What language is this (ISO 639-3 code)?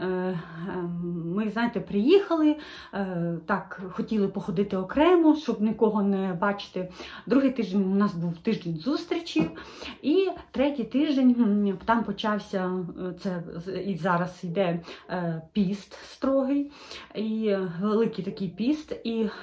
ukr